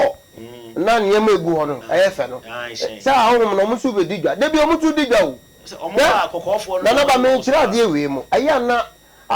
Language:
Akan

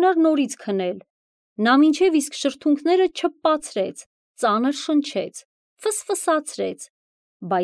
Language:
Armenian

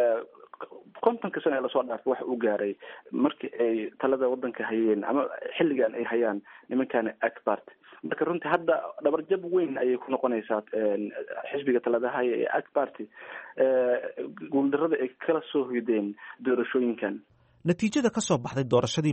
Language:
Somali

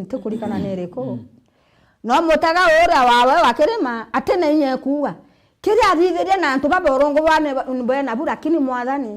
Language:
Meru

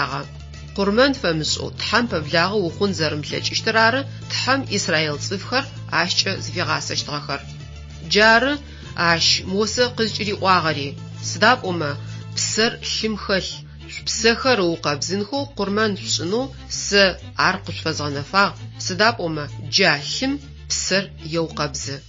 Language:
Adyghe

